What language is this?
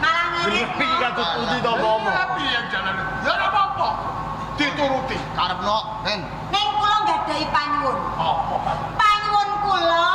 Javanese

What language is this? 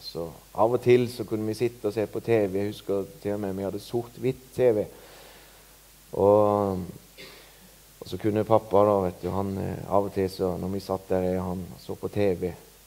Norwegian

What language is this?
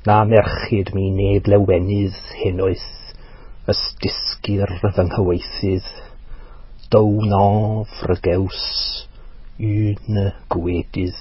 Welsh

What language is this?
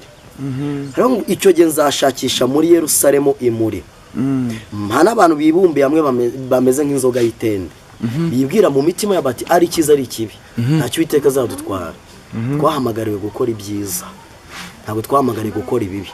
Kinyarwanda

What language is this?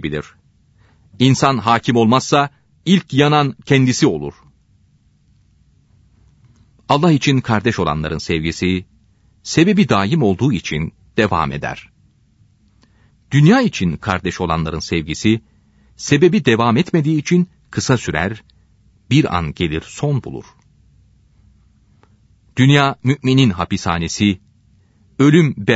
Turkish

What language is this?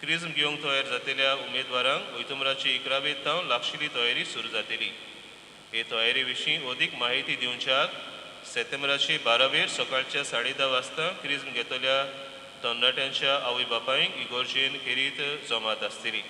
Konkani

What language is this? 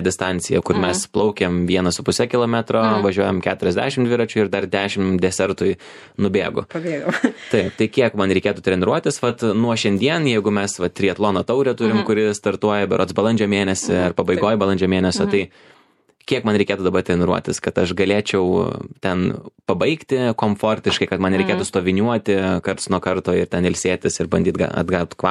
Lithuanian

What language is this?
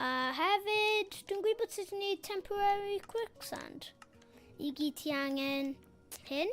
Welsh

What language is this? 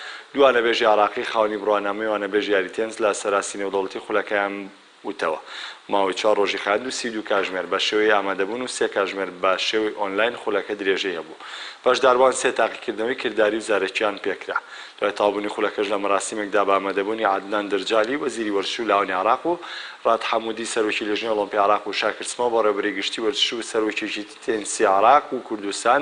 Central Kurdish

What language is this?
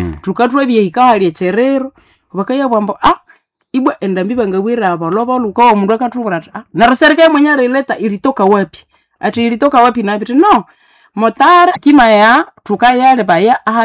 Nande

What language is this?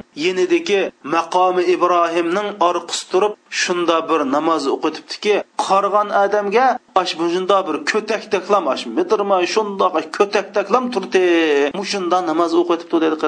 Uyghur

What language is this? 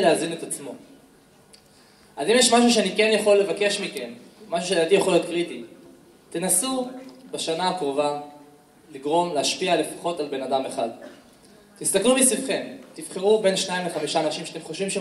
Hebrew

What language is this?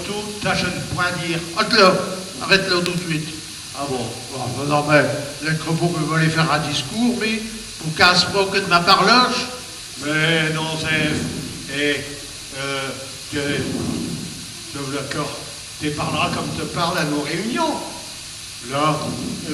Picard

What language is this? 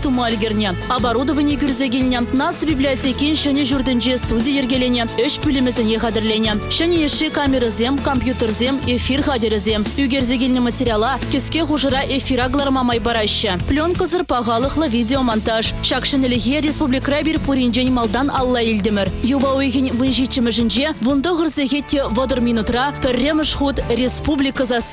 Chuvash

